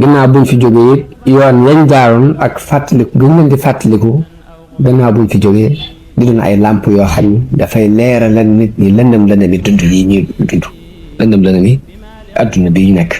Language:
Wolof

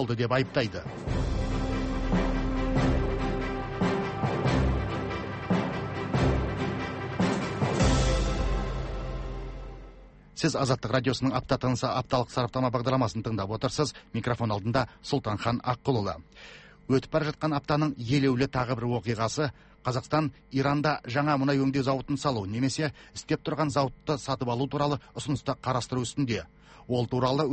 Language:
Kazakh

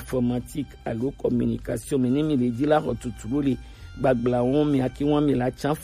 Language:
Gen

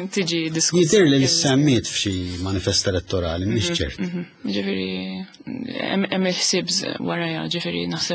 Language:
Maltese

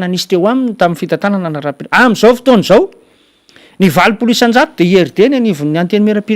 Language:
Malagasy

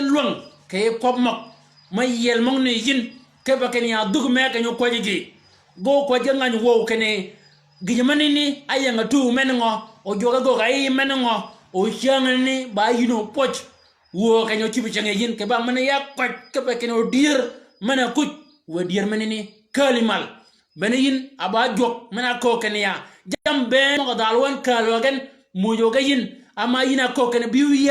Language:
Shilluk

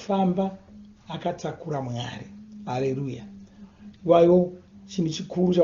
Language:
Shona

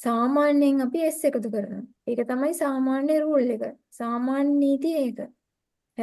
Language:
Sinhala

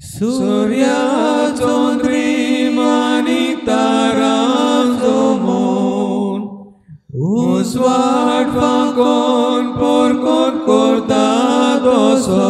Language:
Konkani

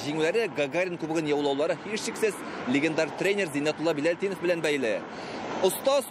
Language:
Tatar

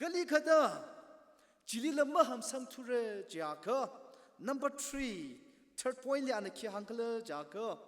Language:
Tangkhul Naga (India)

